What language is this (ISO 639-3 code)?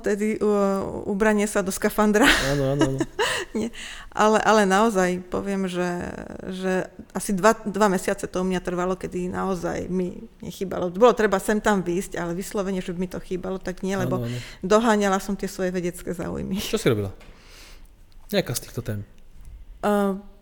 slk